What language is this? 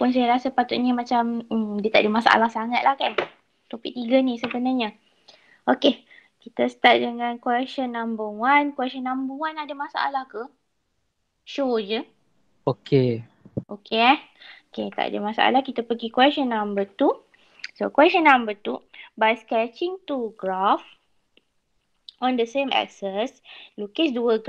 Malay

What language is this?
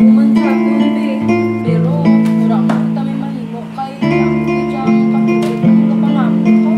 Hiligaynon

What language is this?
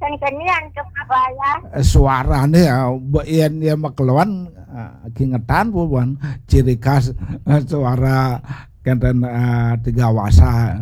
Balinese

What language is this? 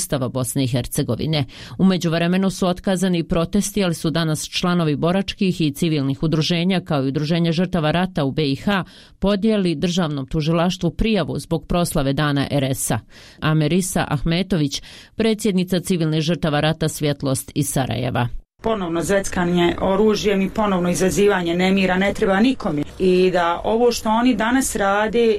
Bosnian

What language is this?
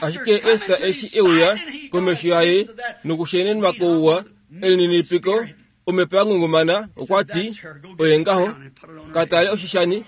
Kuanyama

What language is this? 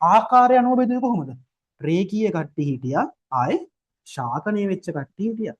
Sinhala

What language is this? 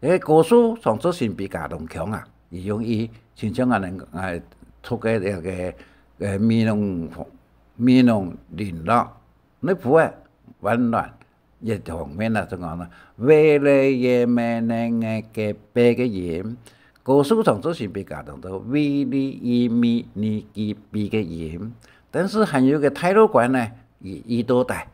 Hakka Chinese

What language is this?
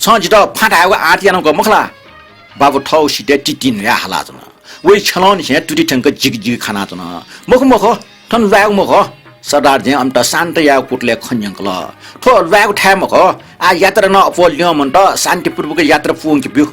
Newari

